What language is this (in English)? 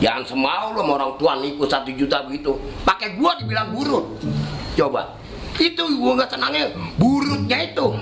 Betawi